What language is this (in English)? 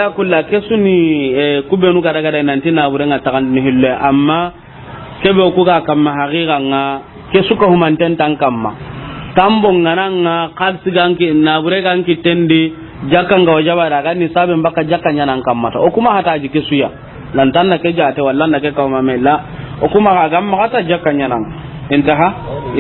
Soninke